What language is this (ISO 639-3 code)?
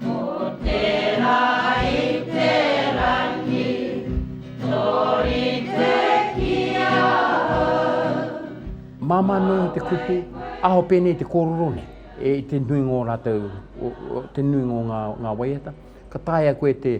mri